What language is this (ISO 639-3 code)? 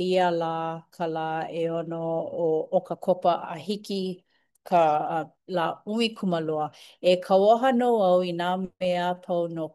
haw